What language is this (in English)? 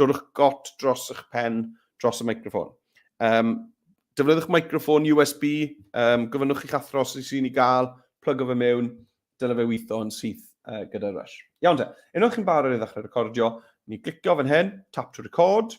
Welsh